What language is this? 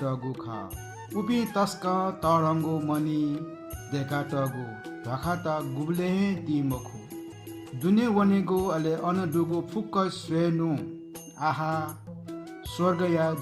Newari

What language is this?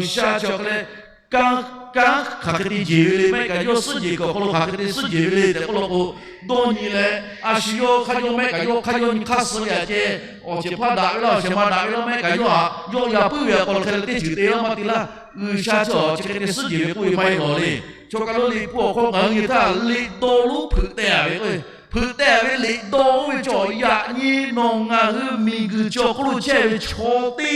Lahu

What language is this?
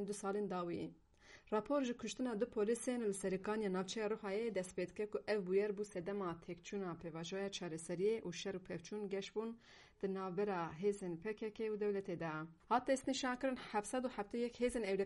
Kurdish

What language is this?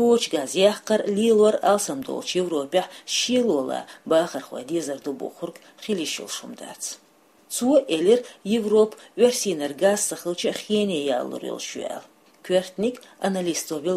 Chechen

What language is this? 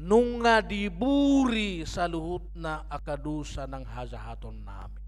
Batak Toba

